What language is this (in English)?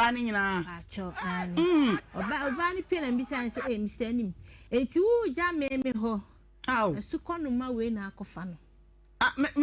Akan